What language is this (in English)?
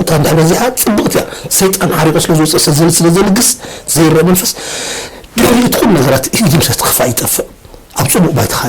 Tigrinya